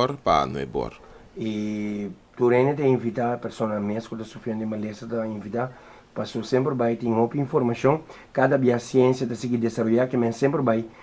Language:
Papiamento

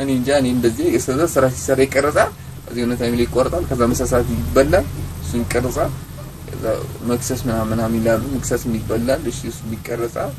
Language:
Amharic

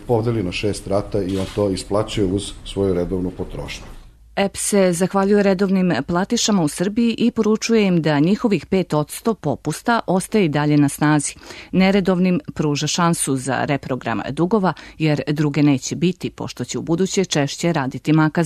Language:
Serbian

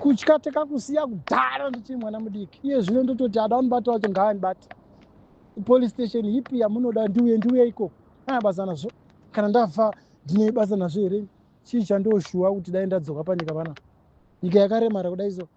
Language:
Shona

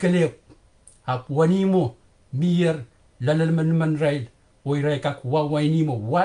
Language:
Pohnpeian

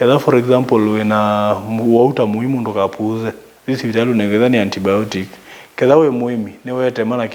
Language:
Kamba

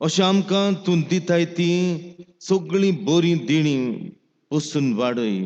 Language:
Konkani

